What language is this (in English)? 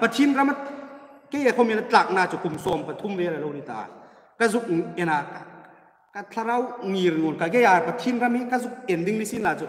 Hmar